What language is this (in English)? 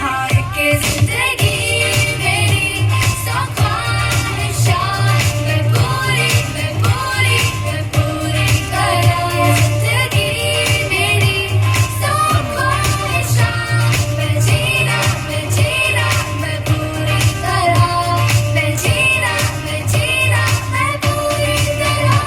Konkani